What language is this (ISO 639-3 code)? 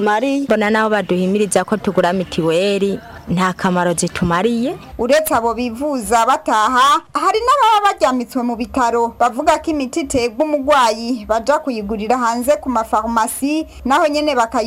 run